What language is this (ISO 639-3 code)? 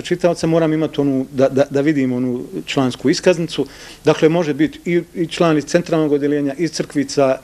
bos